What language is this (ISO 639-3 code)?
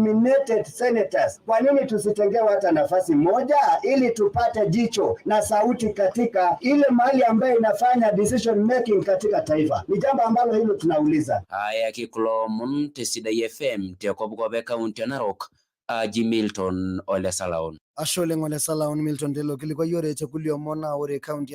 mas